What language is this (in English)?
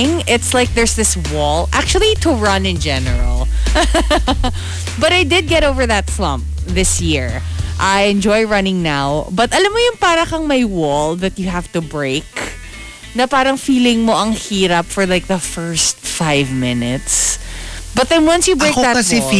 Filipino